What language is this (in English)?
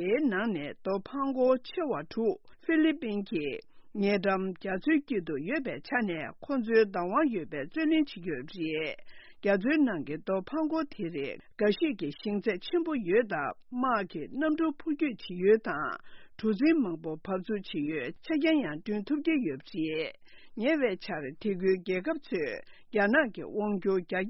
Tibetan